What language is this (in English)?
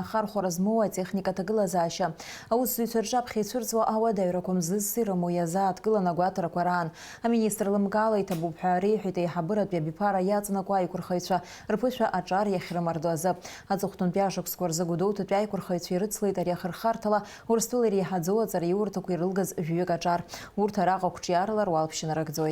Abkhazian